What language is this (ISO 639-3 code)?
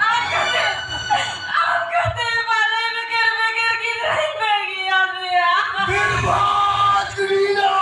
sat